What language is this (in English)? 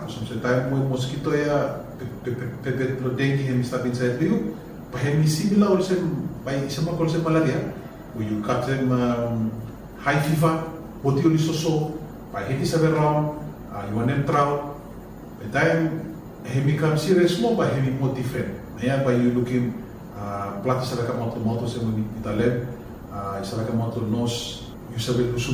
Bislama